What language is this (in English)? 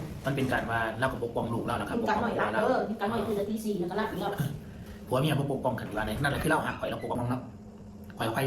Northeastern Thai